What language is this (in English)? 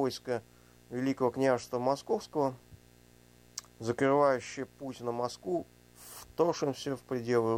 Russian